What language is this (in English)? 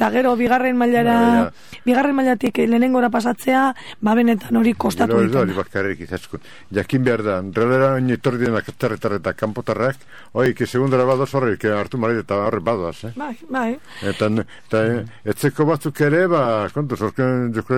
Basque